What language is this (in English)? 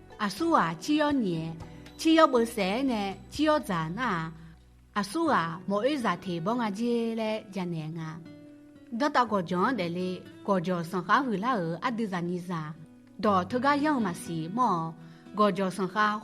Akha